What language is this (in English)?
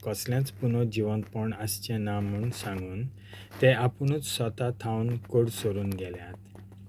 Konkani